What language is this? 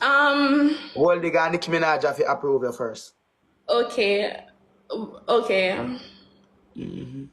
Jamaican Creole English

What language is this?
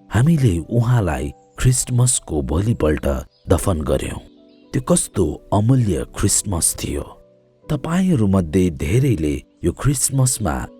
Nepali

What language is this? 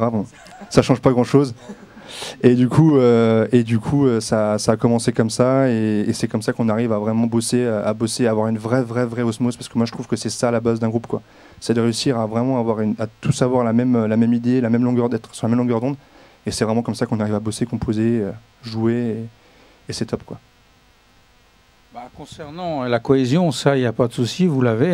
French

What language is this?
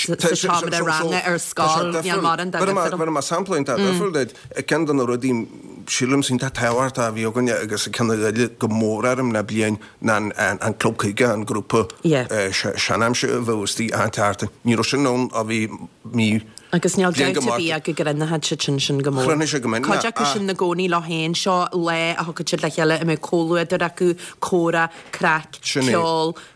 Irish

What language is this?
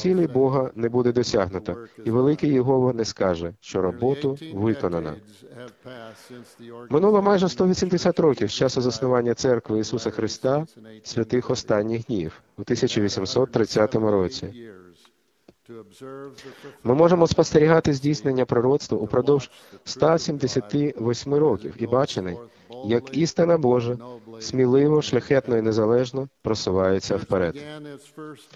Ukrainian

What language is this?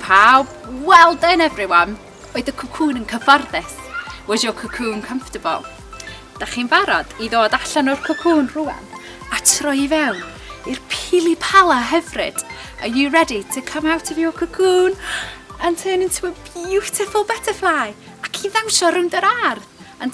Welsh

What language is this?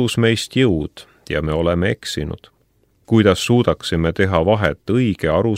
Estonian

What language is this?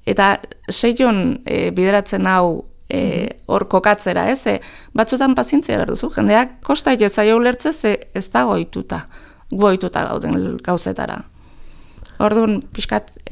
Basque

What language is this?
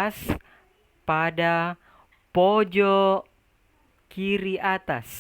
Makasar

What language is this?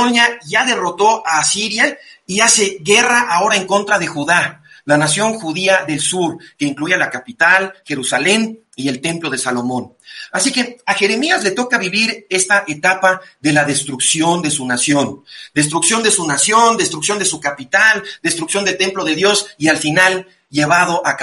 Spanish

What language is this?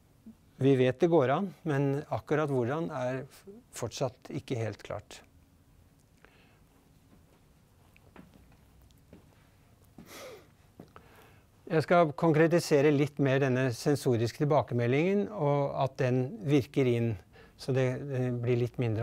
Norwegian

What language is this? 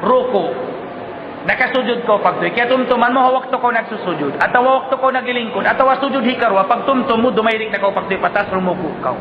Tausug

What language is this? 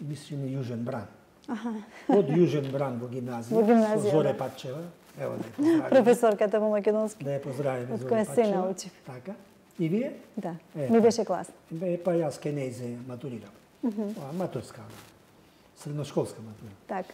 Macedonian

